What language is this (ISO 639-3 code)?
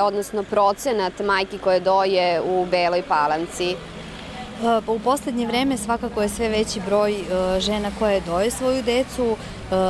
srp